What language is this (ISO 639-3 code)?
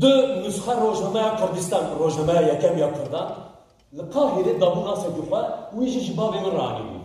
kur